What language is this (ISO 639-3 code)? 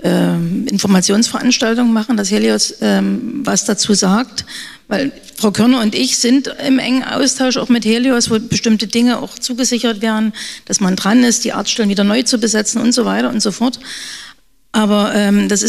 deu